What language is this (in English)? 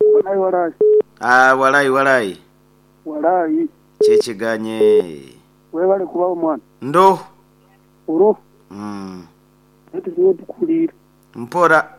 Nyoro